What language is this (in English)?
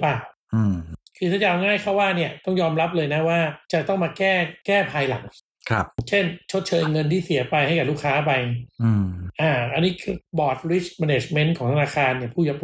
Thai